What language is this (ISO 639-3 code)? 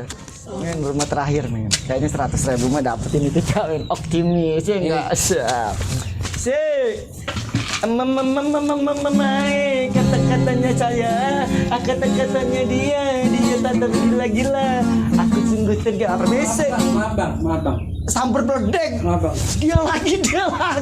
bew